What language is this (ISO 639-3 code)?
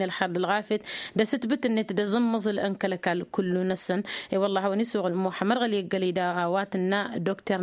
taq